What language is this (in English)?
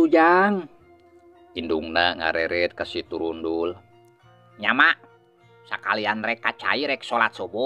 Sundanese